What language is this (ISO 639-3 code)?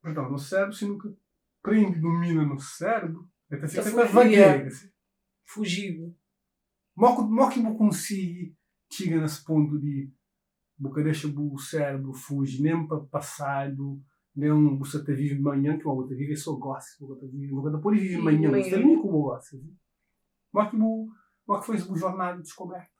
kea